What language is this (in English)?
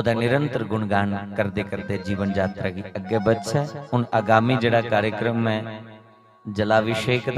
Dogri